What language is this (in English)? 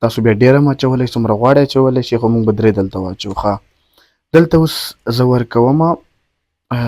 Pashto